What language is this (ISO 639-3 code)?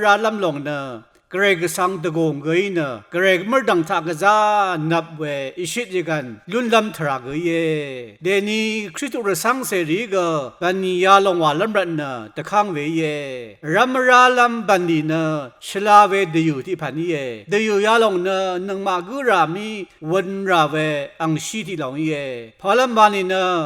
raw